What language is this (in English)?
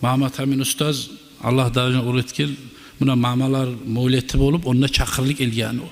Kumyk